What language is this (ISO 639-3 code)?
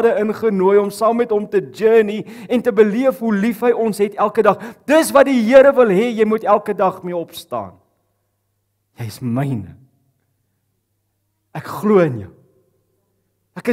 afr